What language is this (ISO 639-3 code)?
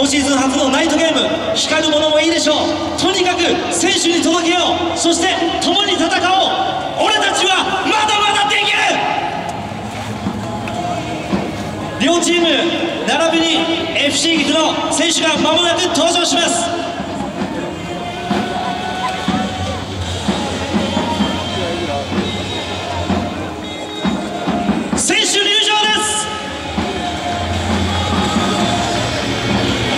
jpn